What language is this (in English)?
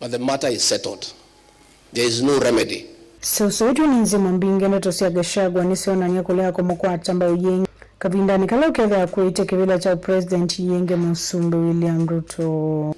Kamba